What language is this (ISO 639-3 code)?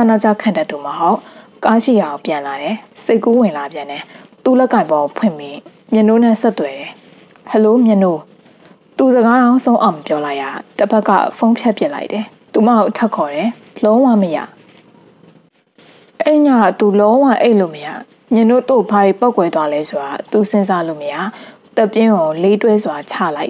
mya